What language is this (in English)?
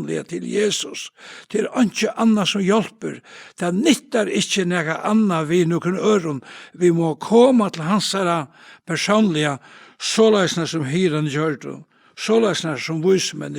Faroese